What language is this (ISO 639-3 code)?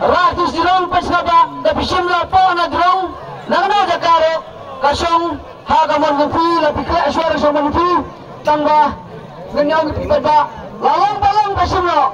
kha